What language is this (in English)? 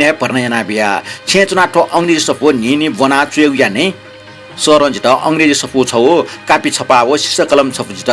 Newari